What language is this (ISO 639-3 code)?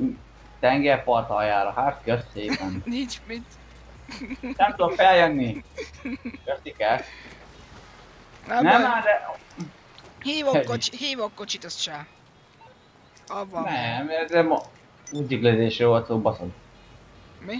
hun